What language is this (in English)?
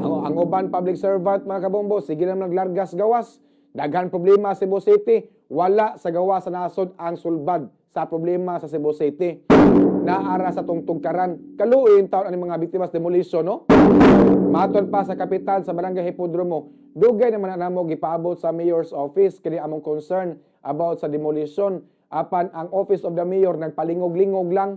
Cebuano